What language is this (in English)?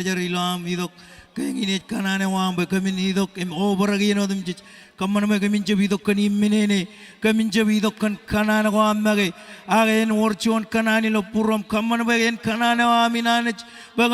Marshallese